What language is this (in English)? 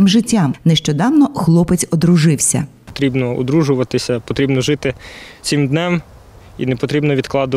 Ukrainian